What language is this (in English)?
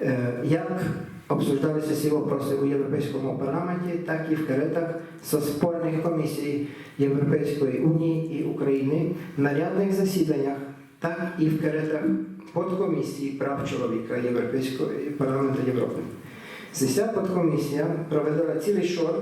Rusyn